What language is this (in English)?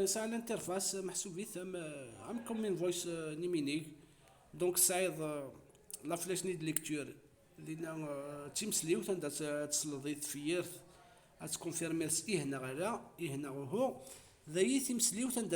Kabyle